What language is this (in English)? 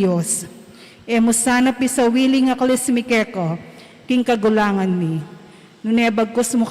Pampanga